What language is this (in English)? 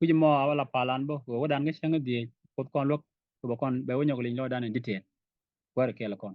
Nuer